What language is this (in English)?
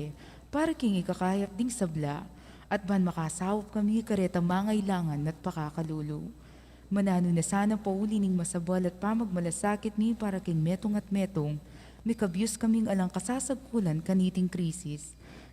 Pampanga